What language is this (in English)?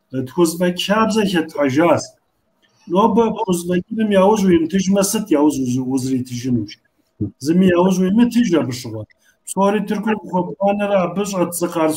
Kabardian